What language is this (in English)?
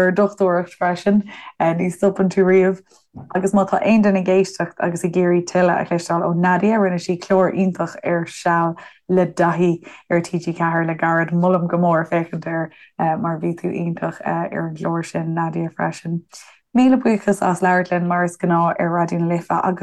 Irish